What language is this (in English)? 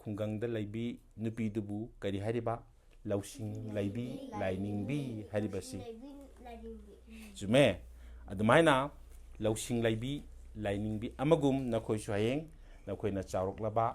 Manipuri